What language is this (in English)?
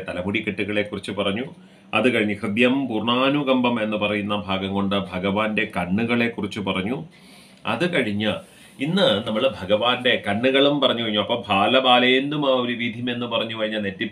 Malayalam